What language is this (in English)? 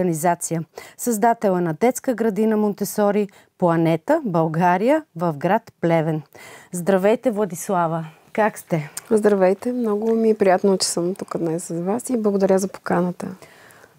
Bulgarian